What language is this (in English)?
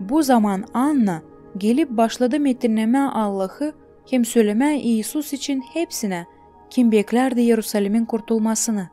Gagauz